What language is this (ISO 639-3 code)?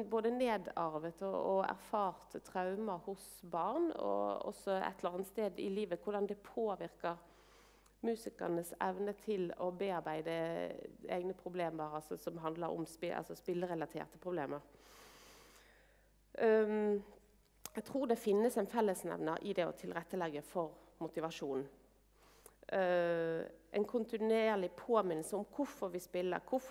nor